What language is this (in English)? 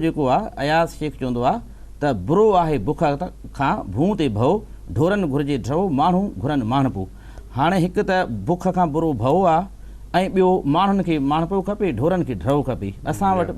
Sindhi